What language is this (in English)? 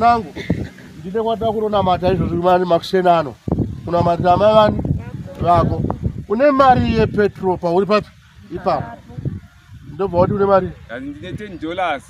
Shona